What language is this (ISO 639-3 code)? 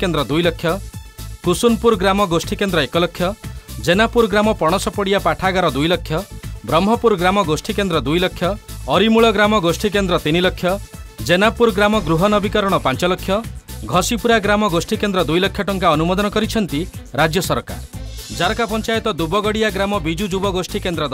ori